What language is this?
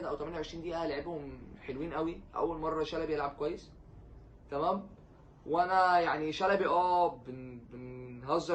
Egyptian Arabic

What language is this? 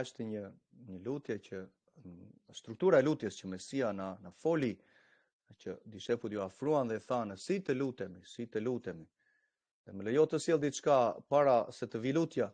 Albanian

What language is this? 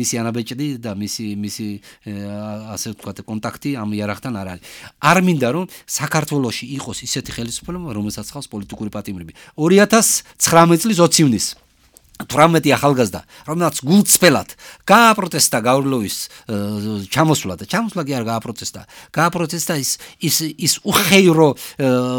Georgian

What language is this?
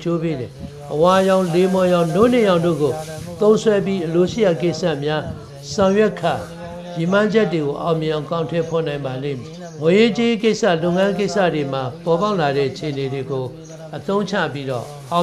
Burmese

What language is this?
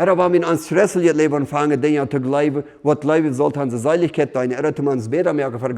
Plautdietsch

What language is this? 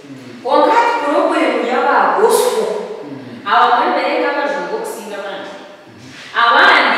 Nyankole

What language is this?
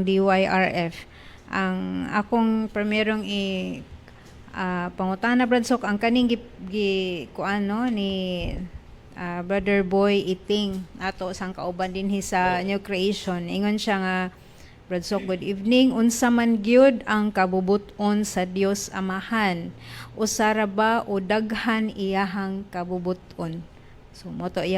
Cebuano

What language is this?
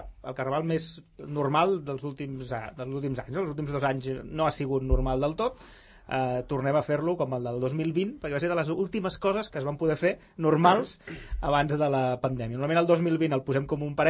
Catalan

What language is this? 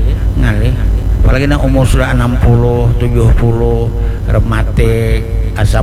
Banjar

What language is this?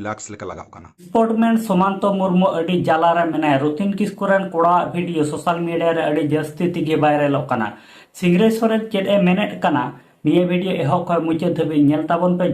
Santali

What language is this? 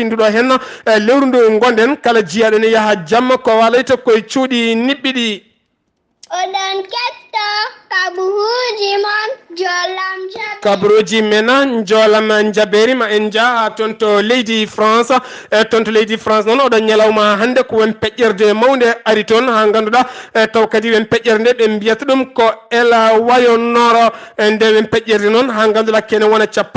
Fula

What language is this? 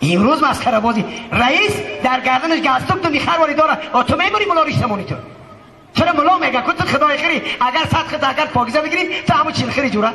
Tajik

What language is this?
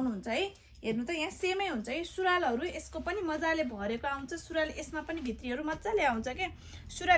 Nepali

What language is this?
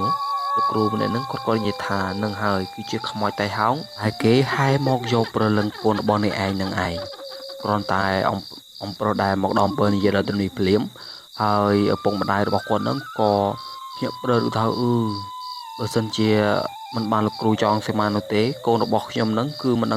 Khmer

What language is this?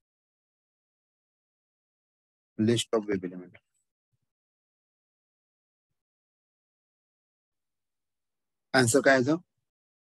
Marathi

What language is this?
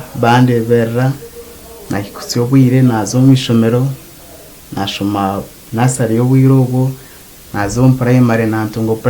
Nyankole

